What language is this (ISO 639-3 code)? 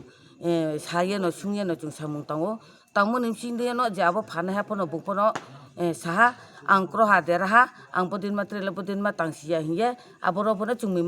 ria